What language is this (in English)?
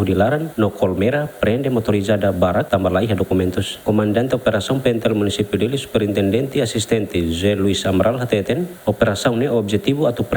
Tetum